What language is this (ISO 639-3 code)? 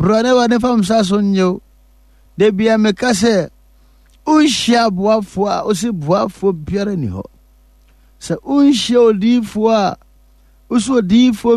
aka